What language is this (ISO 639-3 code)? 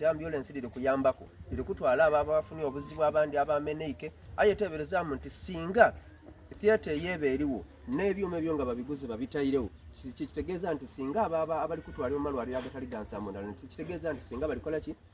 xog